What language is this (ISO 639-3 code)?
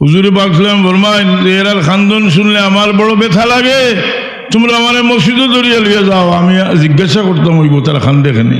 syl